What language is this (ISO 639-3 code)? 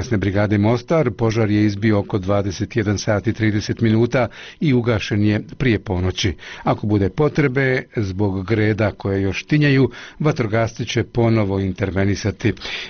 bos